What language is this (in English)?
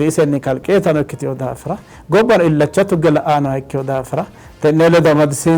Sidamo